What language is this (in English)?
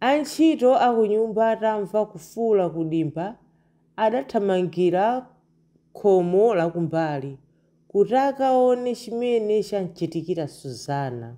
Nyanja